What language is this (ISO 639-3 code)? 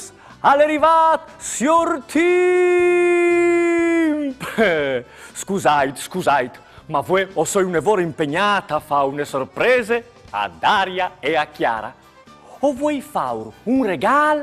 fur